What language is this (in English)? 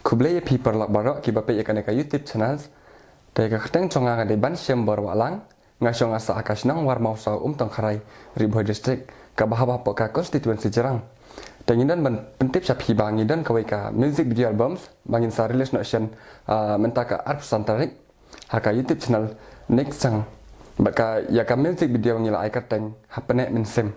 Khasi